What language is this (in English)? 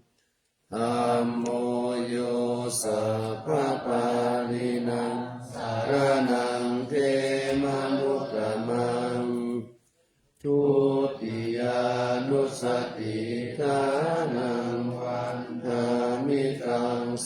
Pali